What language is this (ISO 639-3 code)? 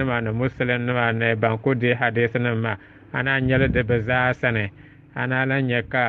dag